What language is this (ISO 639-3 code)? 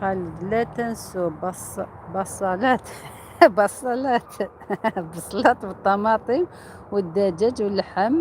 arq